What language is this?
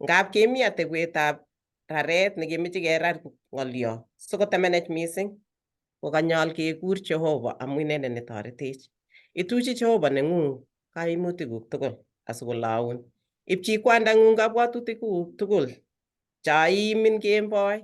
Kalenjin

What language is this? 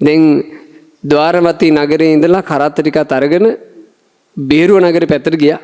Sinhala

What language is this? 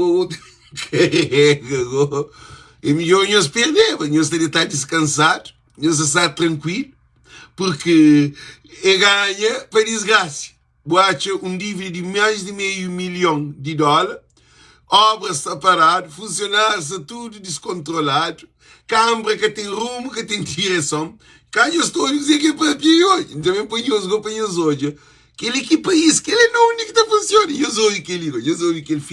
Kabuverdianu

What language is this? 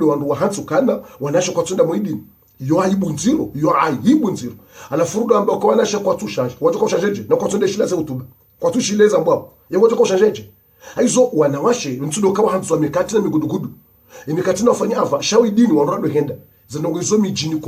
Ngazidja Comorian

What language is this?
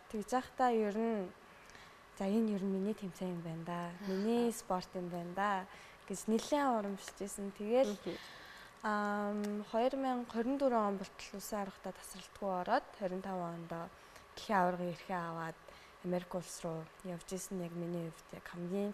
Mongolian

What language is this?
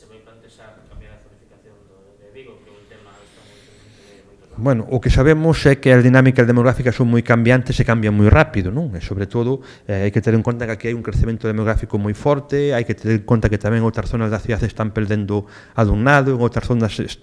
Galician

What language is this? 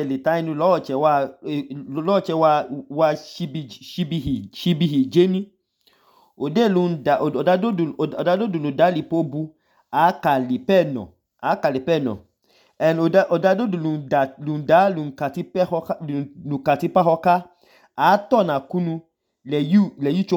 Idoma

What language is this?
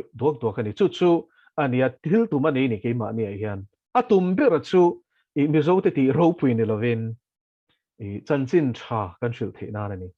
Mizo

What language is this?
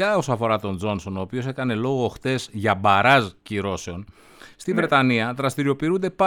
Greek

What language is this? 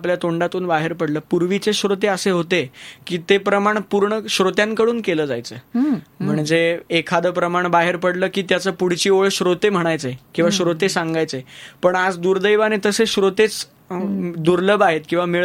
Marathi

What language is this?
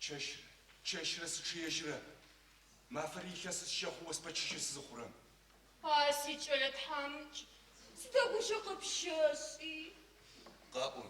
Adyghe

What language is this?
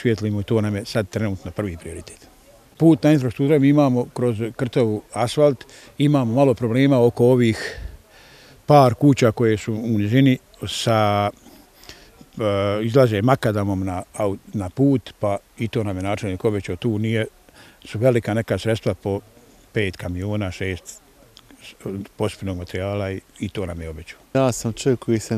Bosnian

